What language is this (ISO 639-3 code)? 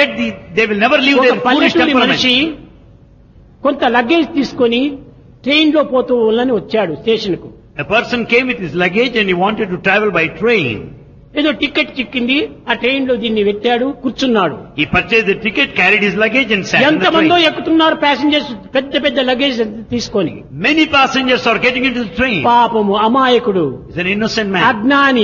tel